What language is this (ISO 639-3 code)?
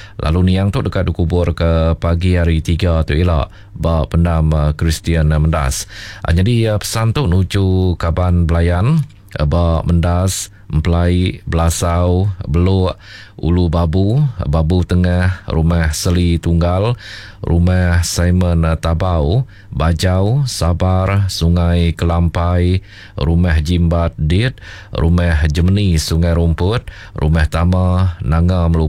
iba